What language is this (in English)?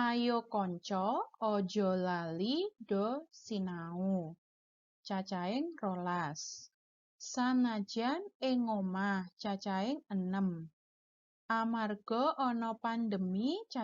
Javanese